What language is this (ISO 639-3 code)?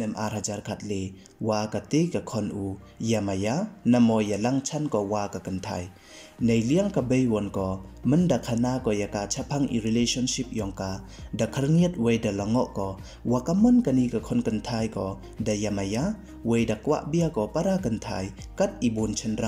pbv